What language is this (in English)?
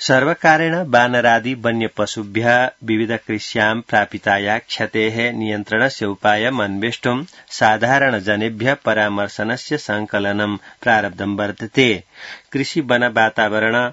Sanskrit